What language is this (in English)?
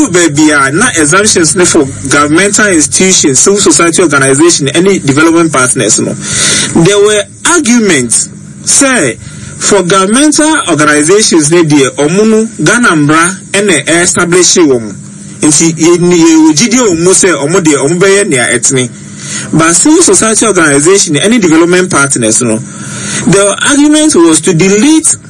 Akan